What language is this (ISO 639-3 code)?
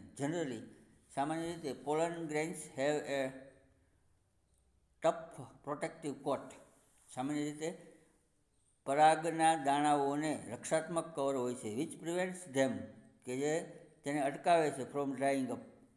guj